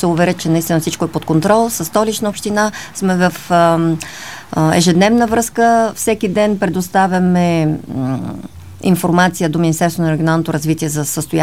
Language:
Bulgarian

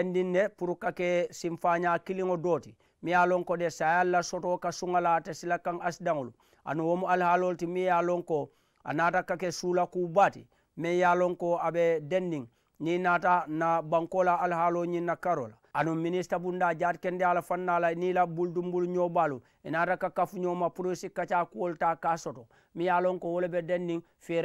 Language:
Mandingo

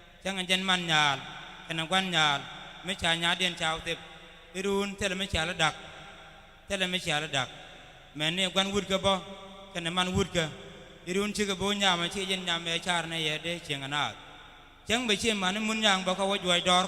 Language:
Nuer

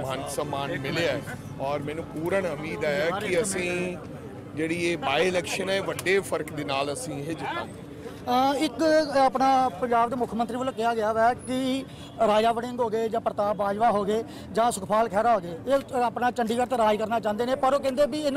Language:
Punjabi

